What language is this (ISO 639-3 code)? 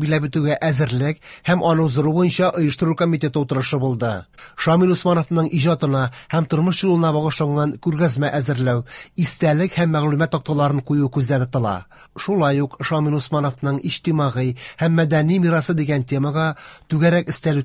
tat